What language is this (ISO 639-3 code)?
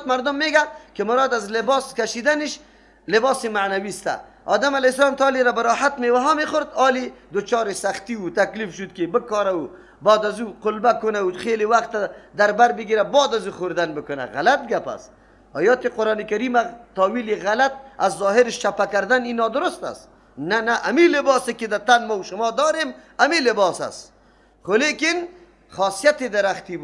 fas